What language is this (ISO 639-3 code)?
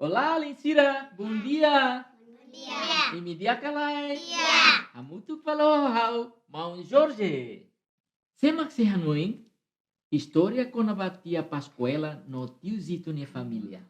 tet